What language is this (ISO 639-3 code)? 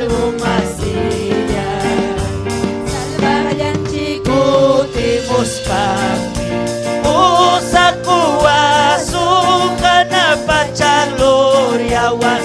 quy